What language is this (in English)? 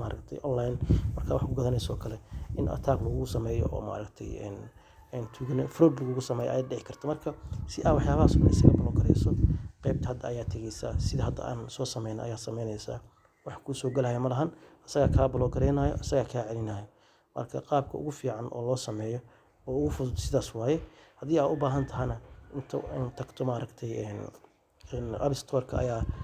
Somali